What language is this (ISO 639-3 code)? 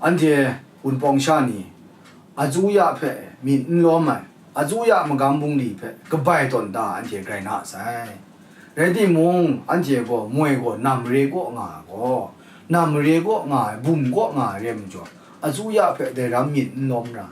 kac